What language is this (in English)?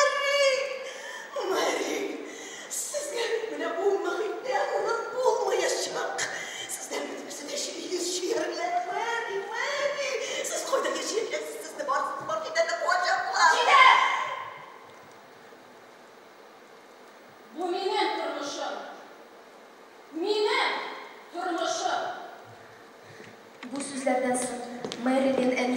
Tatar